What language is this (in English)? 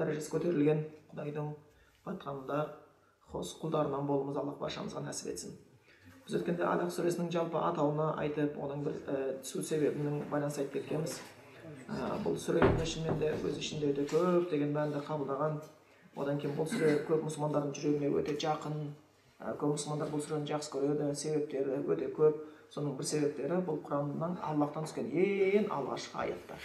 Kazakh